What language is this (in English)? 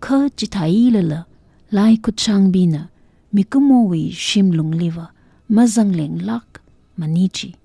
Tangkhul Naga (India)